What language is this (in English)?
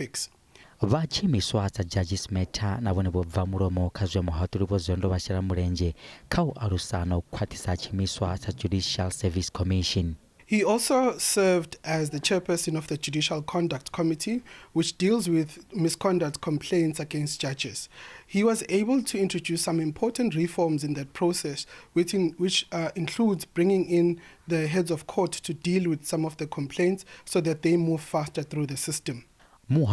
Venda